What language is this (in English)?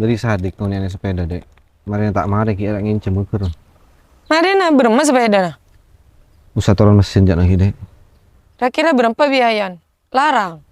Madurese